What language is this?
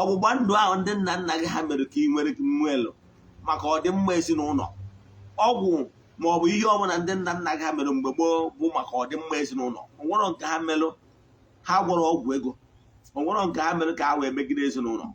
Igbo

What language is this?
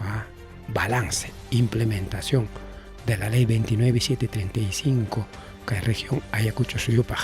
Ayacucho Quechua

